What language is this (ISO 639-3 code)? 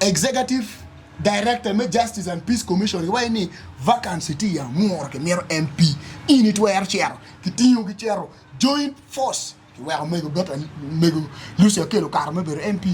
ach